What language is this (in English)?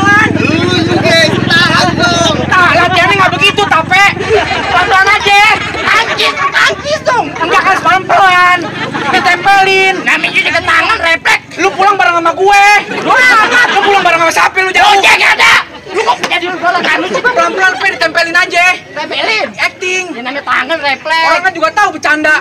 Betawi